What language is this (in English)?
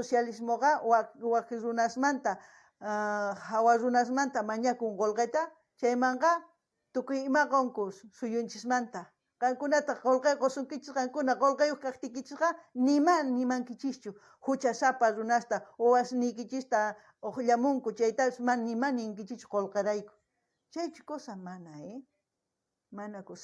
South Bolivian Quechua